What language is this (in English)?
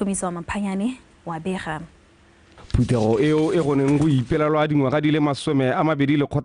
Tswana